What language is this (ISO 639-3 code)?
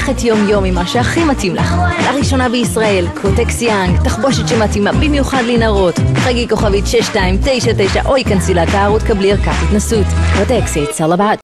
heb